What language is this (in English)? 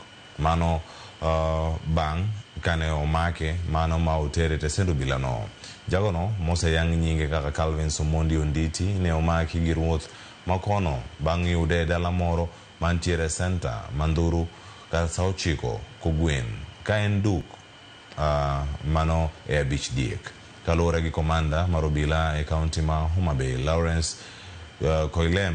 Luo (Kenya and Tanzania)